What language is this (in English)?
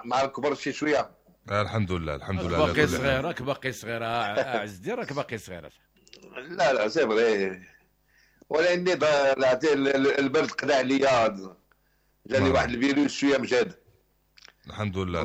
Moroccan Arabic